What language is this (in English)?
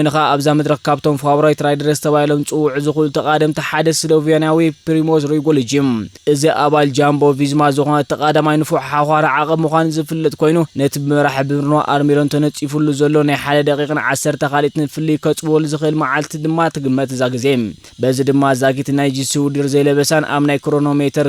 Tigrinya